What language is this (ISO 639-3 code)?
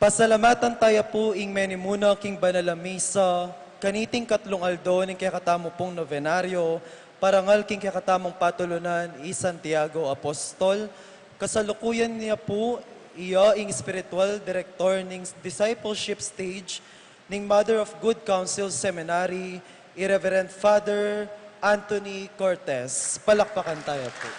pam